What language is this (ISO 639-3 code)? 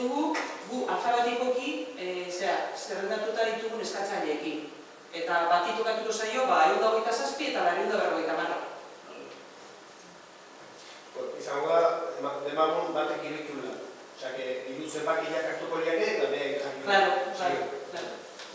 eus